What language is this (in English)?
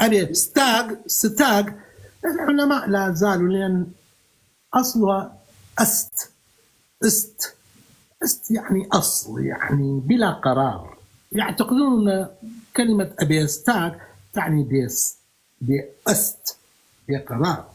North Levantine Arabic